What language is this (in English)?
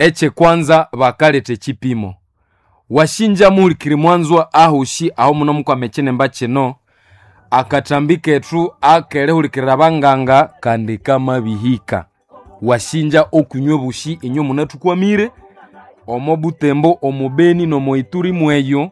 Nande